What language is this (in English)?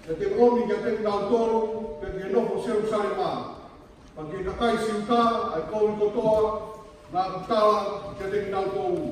Tongan